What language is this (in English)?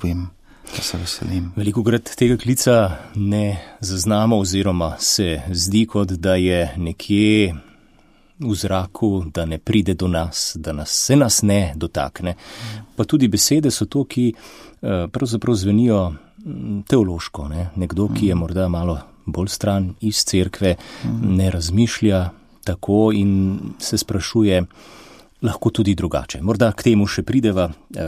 Slovenian